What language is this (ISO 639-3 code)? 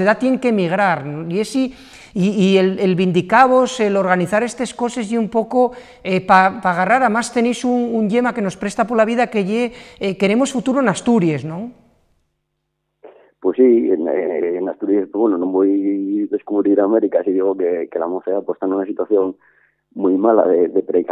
spa